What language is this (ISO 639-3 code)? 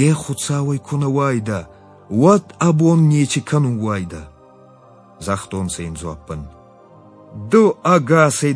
oss